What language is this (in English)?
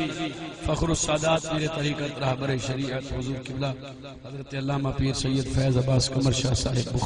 Saraiki